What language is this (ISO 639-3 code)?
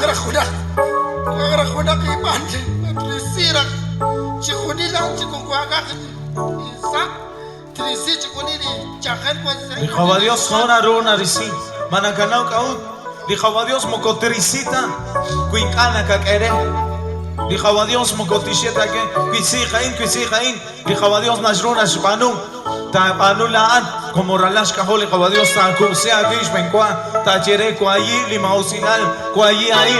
kek